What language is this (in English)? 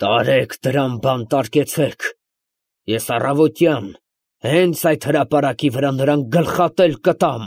Armenian